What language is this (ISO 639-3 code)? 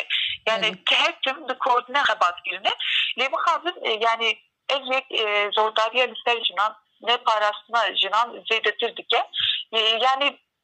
kur